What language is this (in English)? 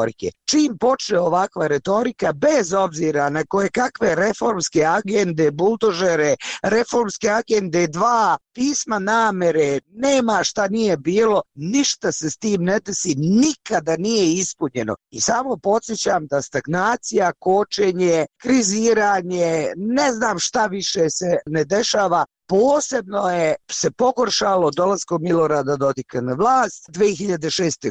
Bosnian